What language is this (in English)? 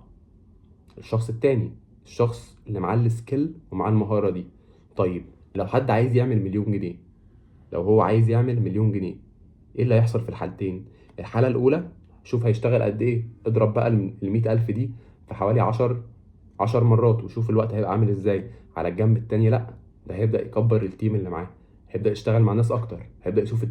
Egyptian Arabic